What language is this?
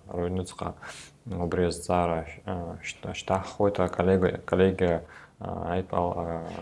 Abkhazian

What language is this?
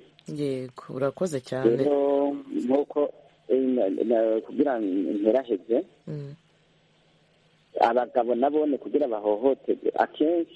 Kinyarwanda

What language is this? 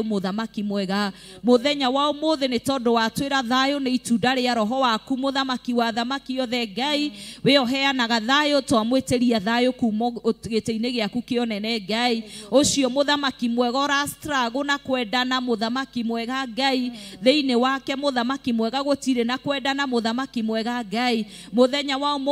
Kikuyu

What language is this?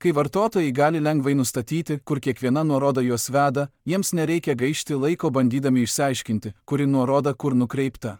Lithuanian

